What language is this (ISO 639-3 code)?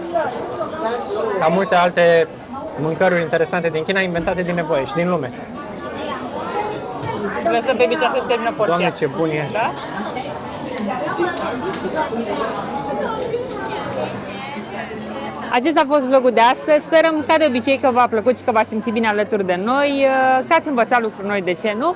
ron